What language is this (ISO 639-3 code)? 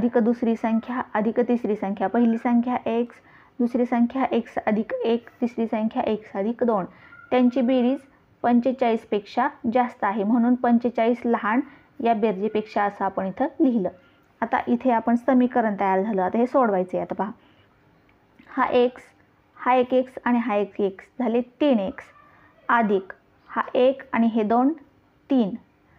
mar